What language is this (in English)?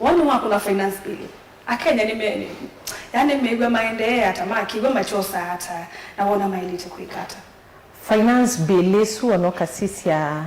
Kamba